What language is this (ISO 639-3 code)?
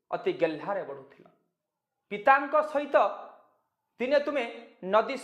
ori